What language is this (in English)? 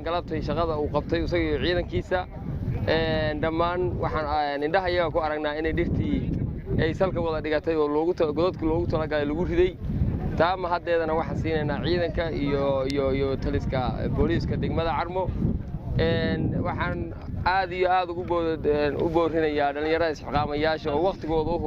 Somali